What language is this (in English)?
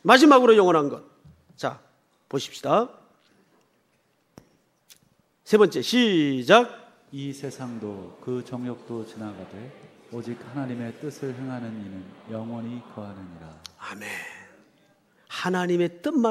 Korean